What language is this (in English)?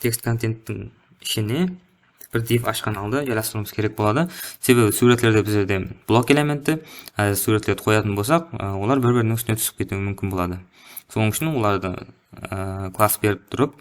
Kara-Kalpak